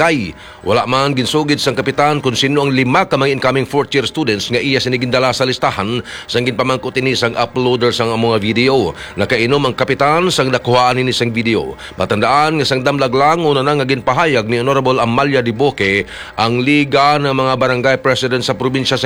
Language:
Hiligaynon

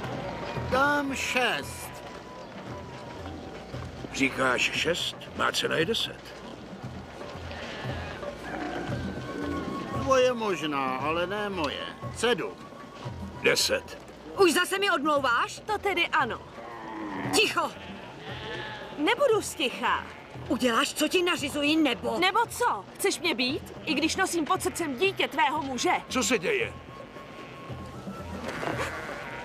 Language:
Czech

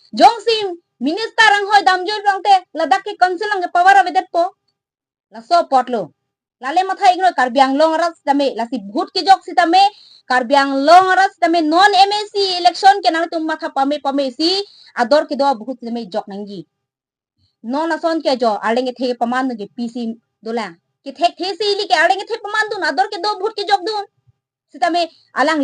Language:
Karbi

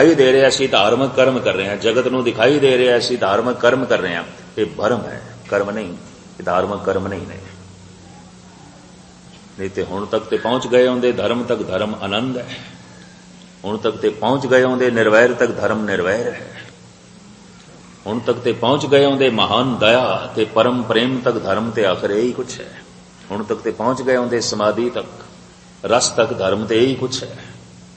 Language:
Punjabi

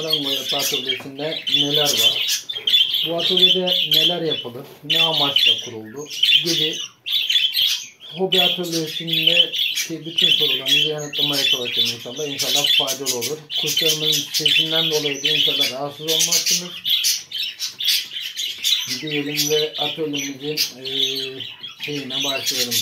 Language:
Turkish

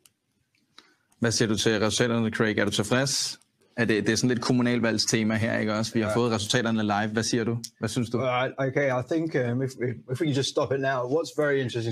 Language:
Danish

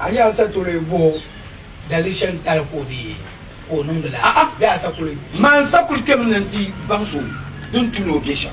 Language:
Dagbani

